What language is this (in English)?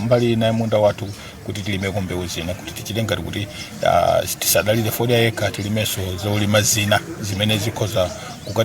Nyanja